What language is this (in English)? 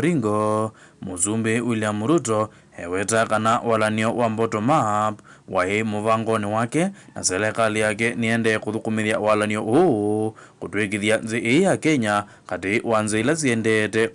Kamba